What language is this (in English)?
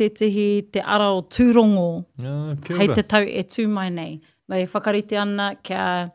Māori